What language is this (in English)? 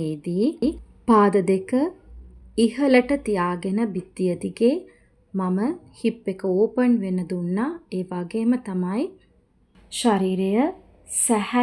Sinhala